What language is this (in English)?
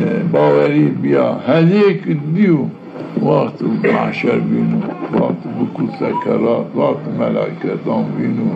Zaza